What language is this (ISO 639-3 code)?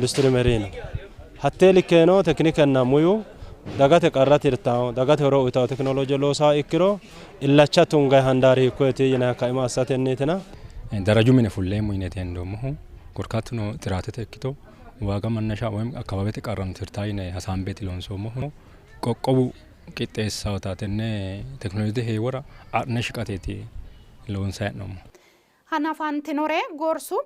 sid